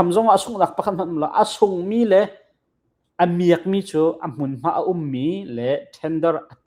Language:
Hakha Chin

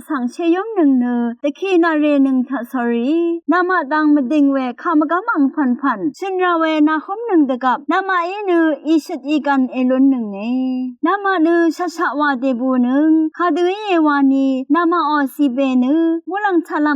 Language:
Rawang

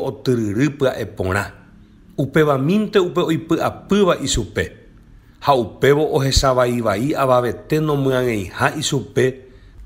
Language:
Guarani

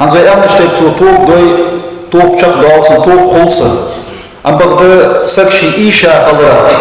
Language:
Ingush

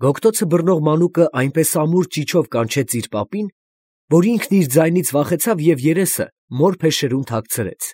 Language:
Armenian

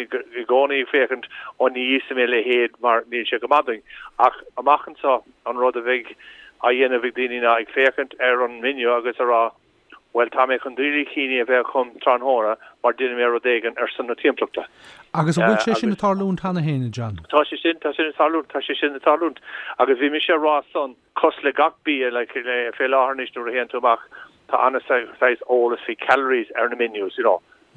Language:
Irish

